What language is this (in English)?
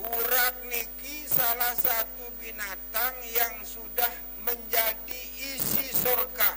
Sasak